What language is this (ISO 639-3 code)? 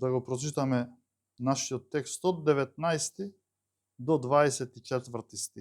mkd